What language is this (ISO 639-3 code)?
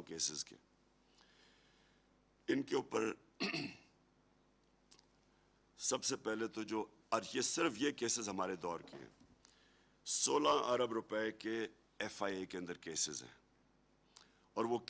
urd